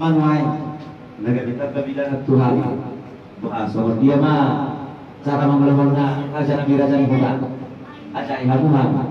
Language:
Batak Toba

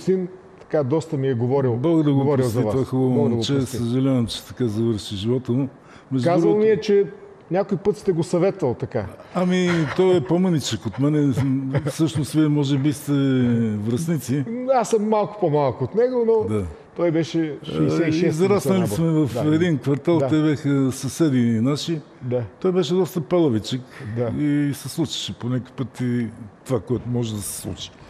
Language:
Bulgarian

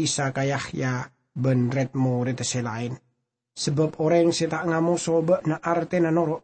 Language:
Madurese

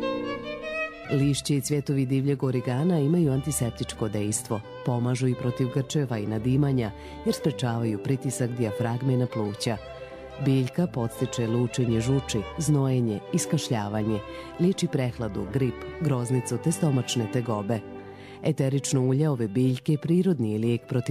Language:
Bosnian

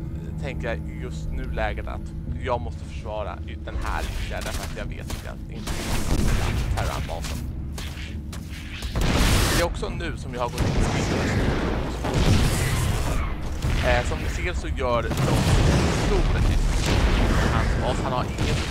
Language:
Swedish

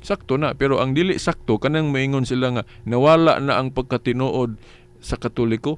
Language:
Cebuano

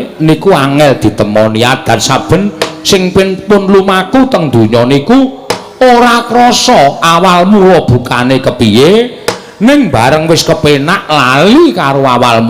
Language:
Javanese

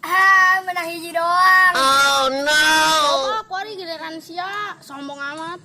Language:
Sundanese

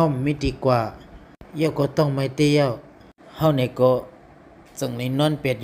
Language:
Shan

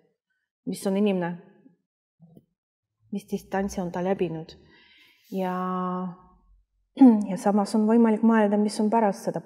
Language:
Estonian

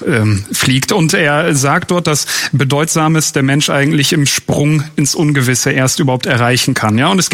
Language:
German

